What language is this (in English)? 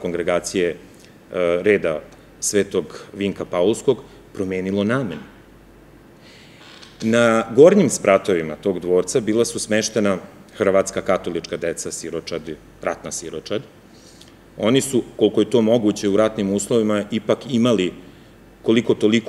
Serbian